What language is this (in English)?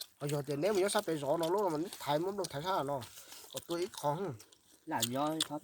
Hmong